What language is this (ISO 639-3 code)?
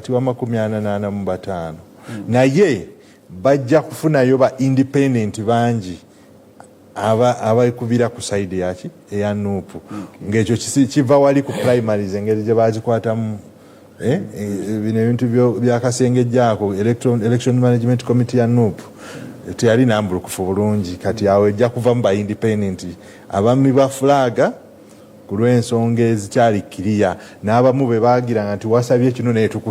lug